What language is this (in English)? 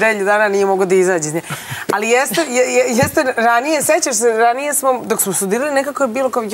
Serbian